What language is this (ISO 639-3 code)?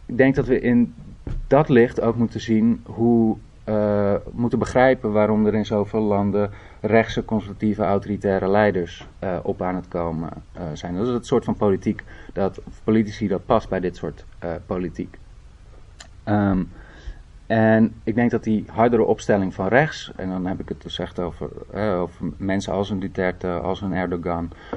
nld